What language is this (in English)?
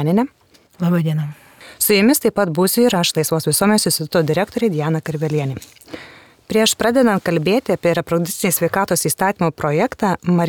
Lithuanian